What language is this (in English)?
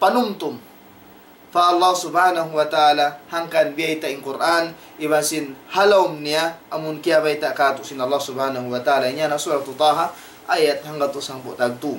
Tausug